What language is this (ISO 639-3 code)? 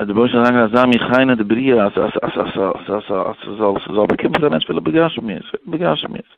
yid